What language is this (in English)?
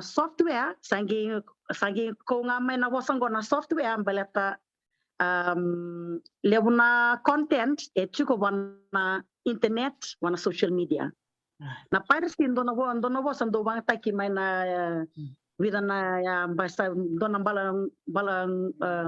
Fijian